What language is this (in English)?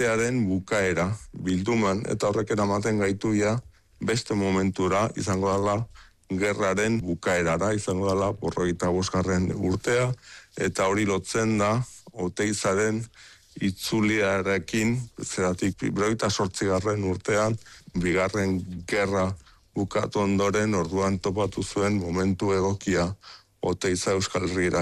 Basque